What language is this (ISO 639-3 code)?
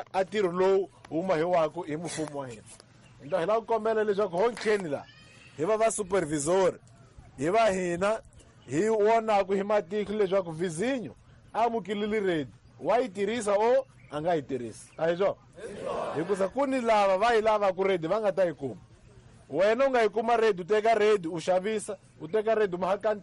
tso